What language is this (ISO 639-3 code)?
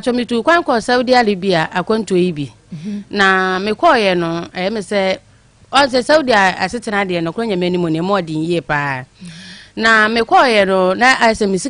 aka